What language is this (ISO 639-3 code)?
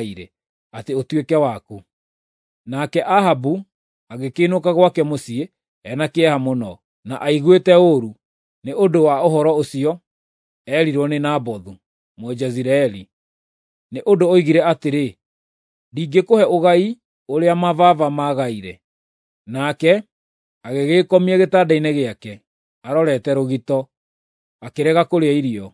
kik